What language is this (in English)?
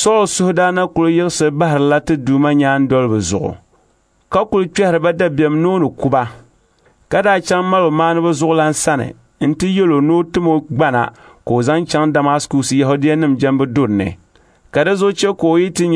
Dagbani